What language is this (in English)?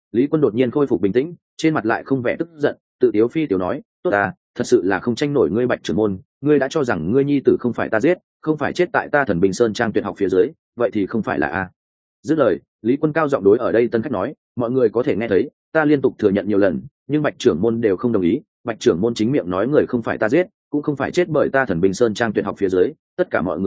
Vietnamese